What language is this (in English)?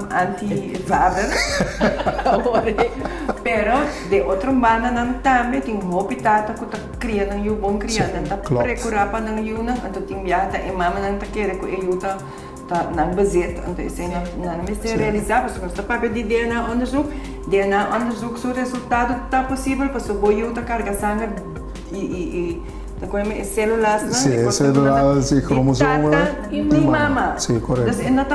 Papiamento